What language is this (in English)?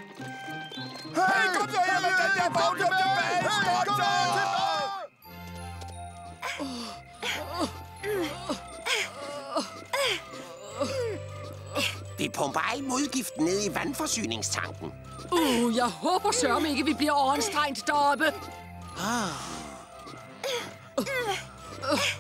Danish